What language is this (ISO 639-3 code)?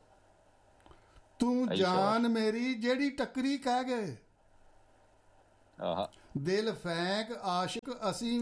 pan